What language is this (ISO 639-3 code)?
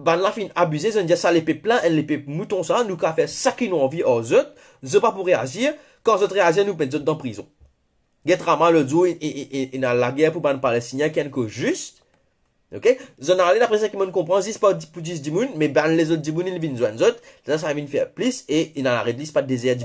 mfe